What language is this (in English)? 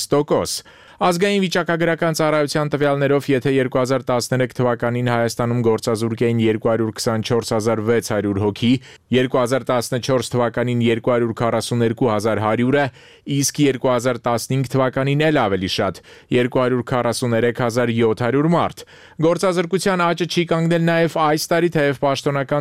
Armenian